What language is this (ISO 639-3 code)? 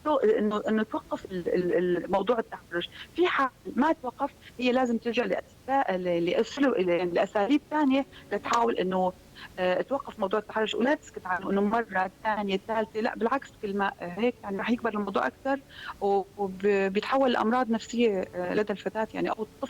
apc